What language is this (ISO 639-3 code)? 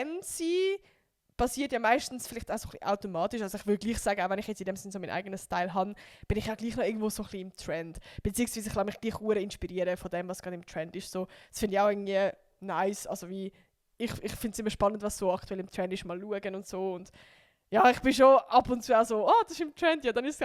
gsw